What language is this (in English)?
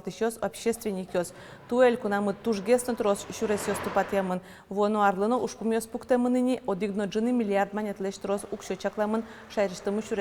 Udmurt